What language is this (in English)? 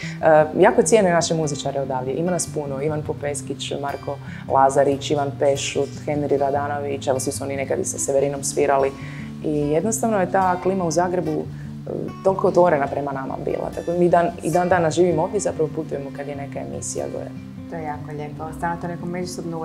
Croatian